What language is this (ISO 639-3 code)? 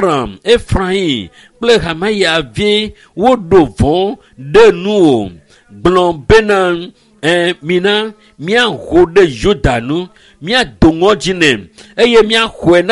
ewe